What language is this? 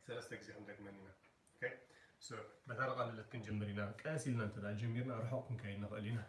Tigrinya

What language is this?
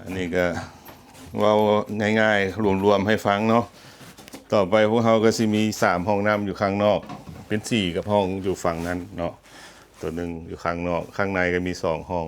Lao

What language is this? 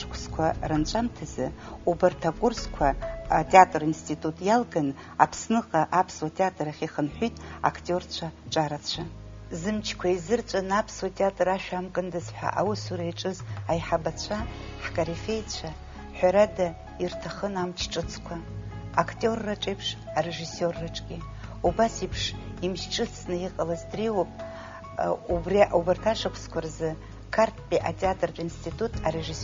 Abkhazian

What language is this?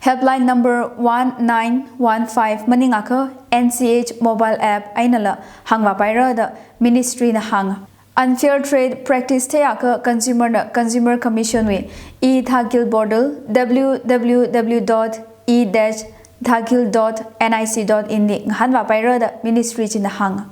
Tangkhul Naga (India)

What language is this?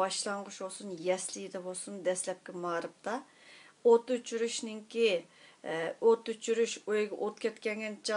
Uyghur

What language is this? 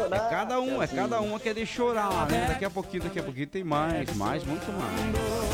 Portuguese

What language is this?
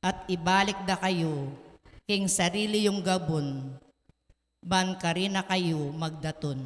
Pampanga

